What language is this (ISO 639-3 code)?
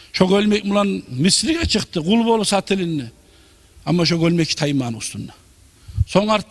kum